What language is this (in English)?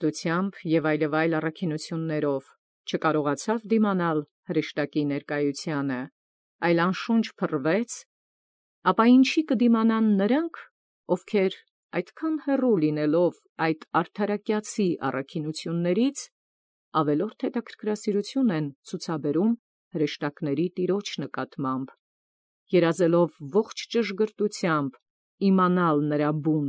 Armenian